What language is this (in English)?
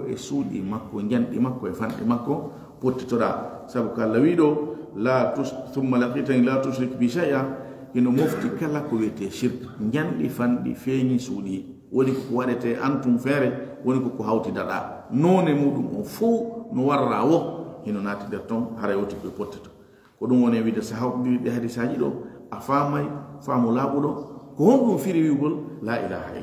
Fula